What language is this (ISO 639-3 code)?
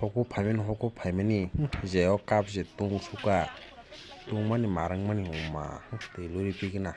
trp